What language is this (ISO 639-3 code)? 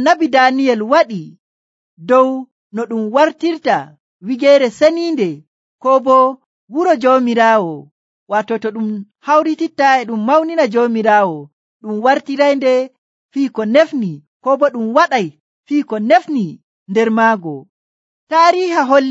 fuv